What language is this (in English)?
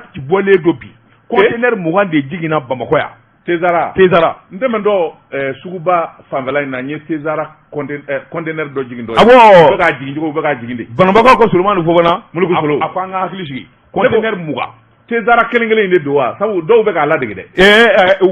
Bambara